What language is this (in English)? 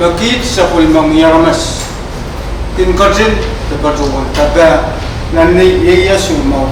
Pohnpeian